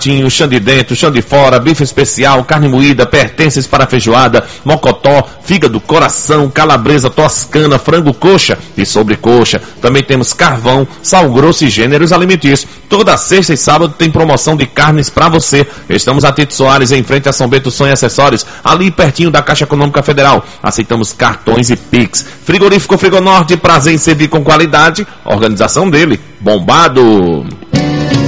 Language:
Portuguese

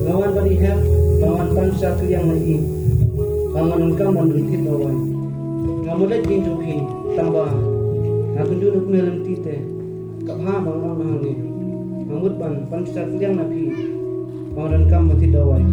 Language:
Khasi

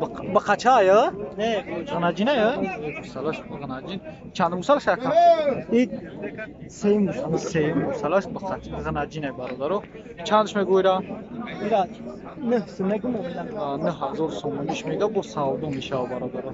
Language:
Tajik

